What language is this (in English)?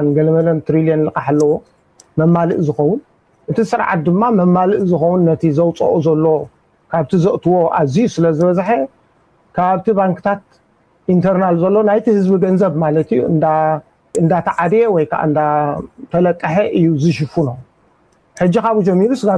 Tigrinya